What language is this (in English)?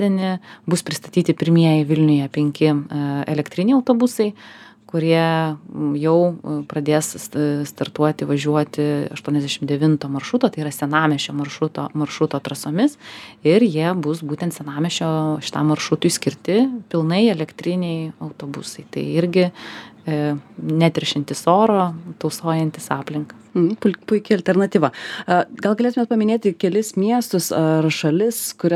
Lithuanian